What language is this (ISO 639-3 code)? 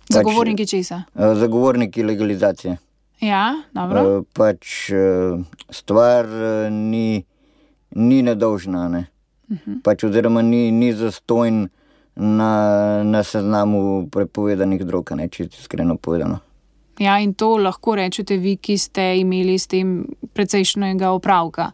slv